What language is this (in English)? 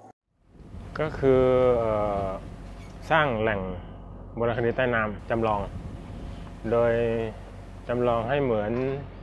Thai